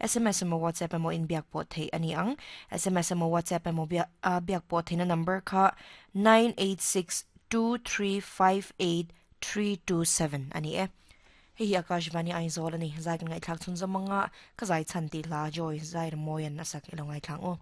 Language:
Mizo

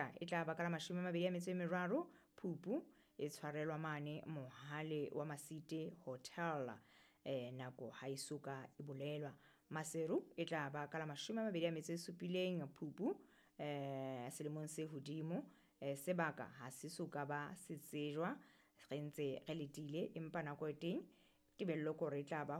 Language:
Southern Sotho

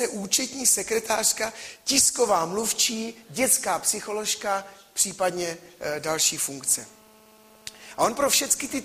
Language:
Czech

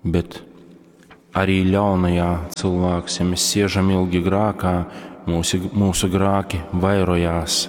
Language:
Latgalian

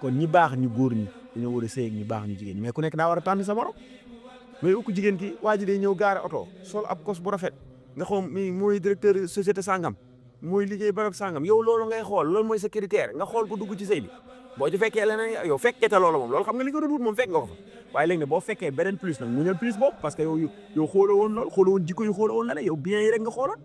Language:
Wolof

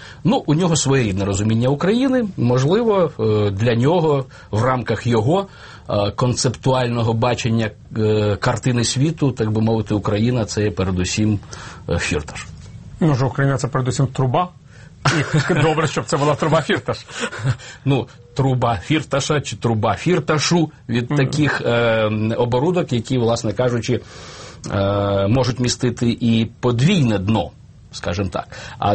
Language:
Ukrainian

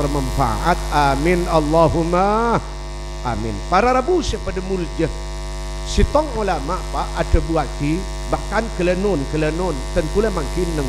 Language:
Madurese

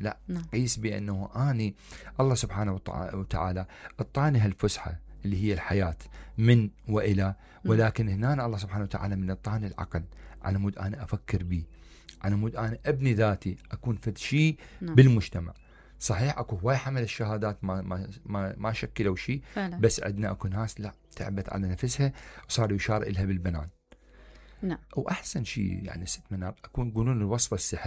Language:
Mesopotamian Arabic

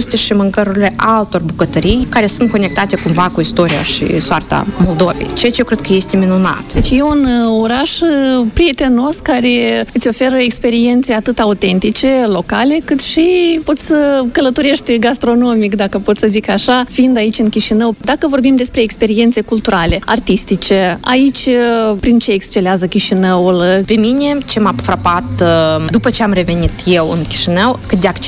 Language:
Romanian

